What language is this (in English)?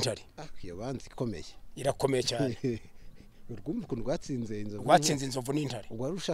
Kinyarwanda